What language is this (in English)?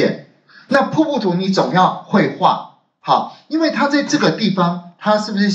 Chinese